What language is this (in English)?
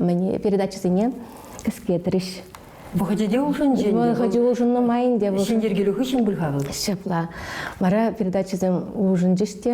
Chuvash